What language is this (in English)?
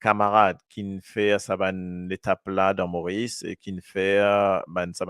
Morisyen